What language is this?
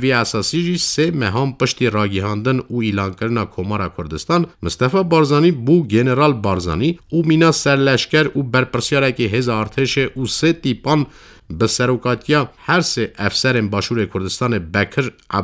Kurdish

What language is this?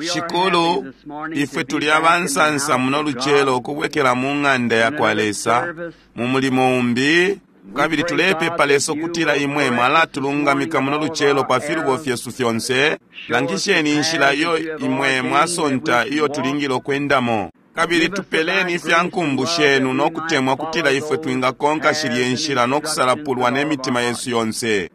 Bemba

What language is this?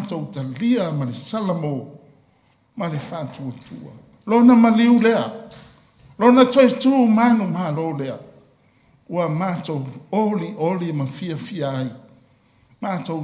Samoan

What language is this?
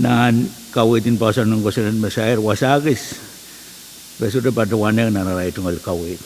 Pohnpeian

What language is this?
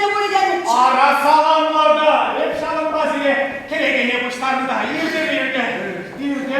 Chuvash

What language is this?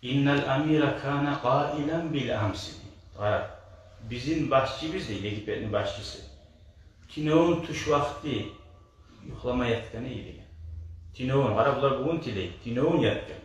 Kumyk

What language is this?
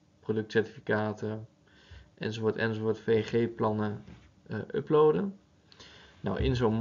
Dutch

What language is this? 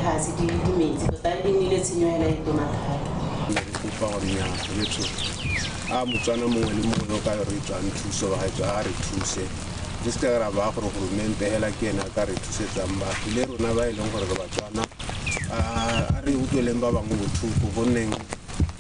Tswana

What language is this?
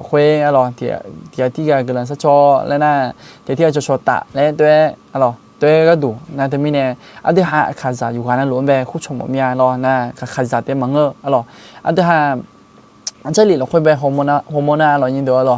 Akha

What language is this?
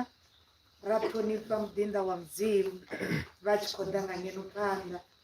Venda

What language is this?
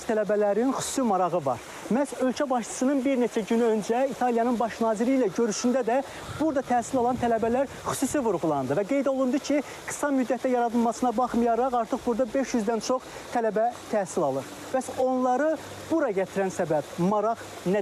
Azerbaijani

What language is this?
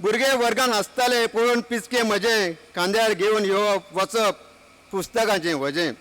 Konkani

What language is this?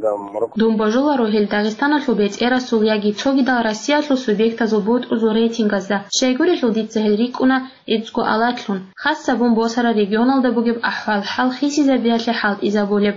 Avaric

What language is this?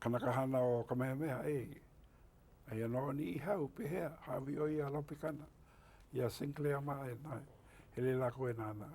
Hawaiian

